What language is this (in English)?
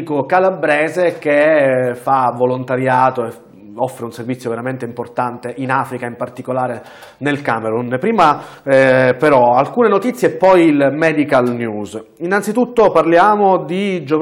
Italian